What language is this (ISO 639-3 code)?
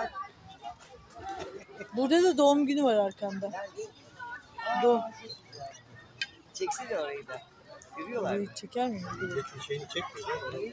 tur